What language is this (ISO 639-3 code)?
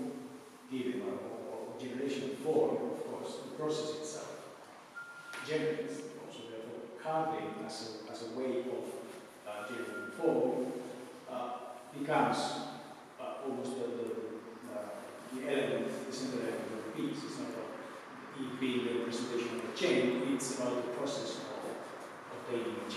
eng